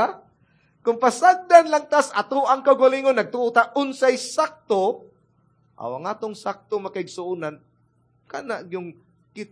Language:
Cebuano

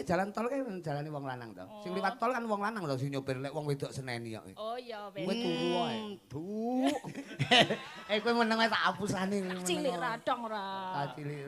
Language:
Javanese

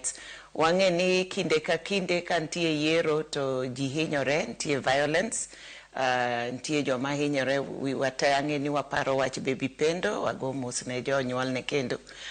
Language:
Luo (Kenya and Tanzania)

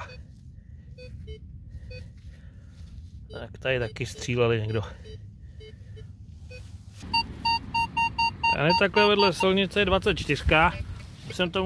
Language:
Czech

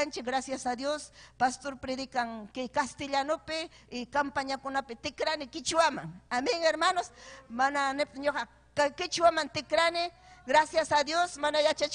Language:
Ayacucho Quechua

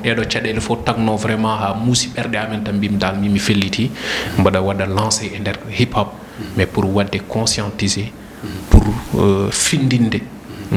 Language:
Fula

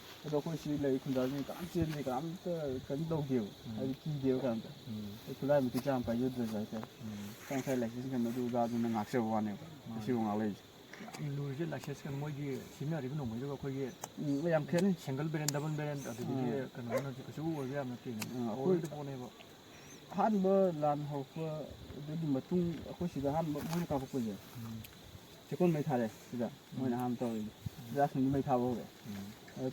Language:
Manipuri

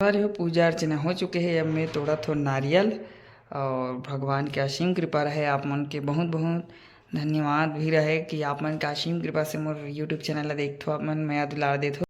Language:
Chhattisgarhi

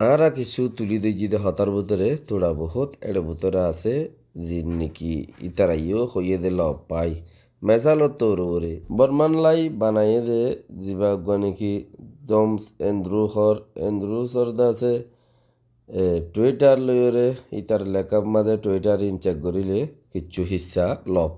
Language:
Rohingya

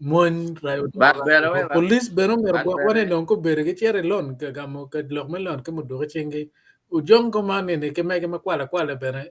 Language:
Acoli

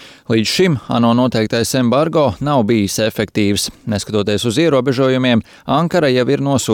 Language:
Latvian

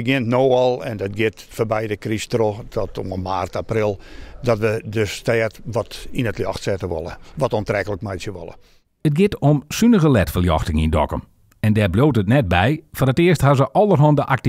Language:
Western Frisian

